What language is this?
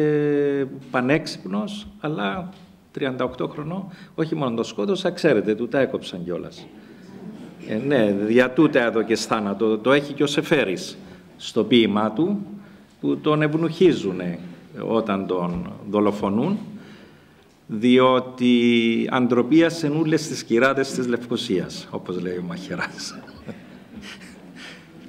Greek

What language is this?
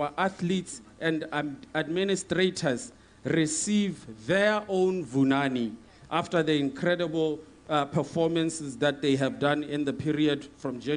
Tswana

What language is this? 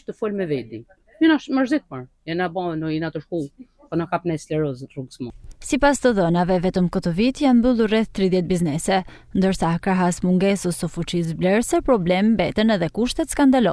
Albanian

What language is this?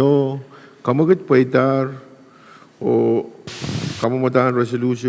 Pohnpeian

